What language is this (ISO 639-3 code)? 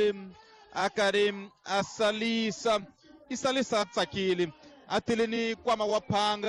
tso